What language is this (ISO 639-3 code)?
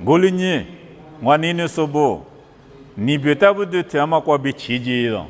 lis